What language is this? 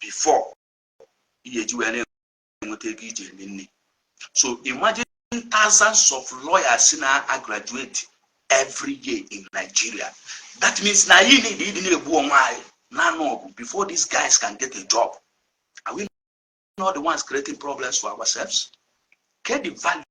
Igbo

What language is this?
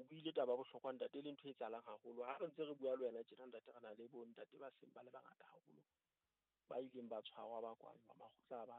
Southern Sotho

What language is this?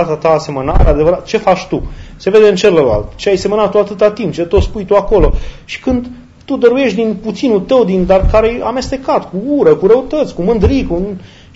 Romanian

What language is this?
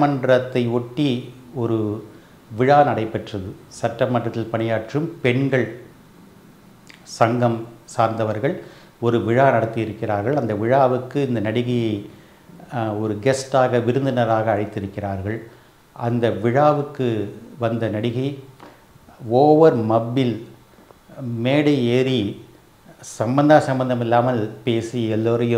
Tamil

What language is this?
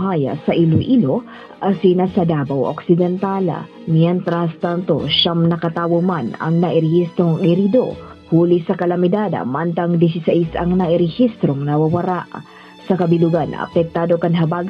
Bikol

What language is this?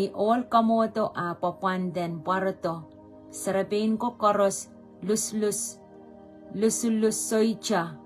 Pohnpeian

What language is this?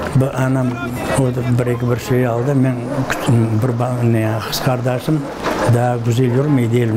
Crimean Tatar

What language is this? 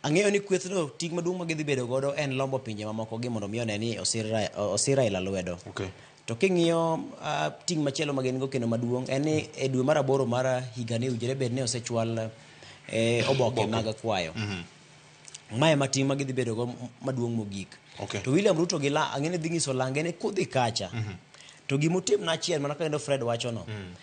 Luo (Kenya and Tanzania)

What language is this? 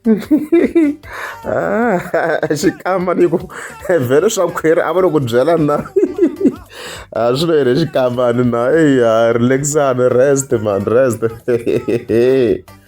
Tsonga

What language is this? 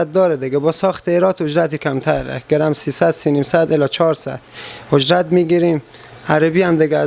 Persian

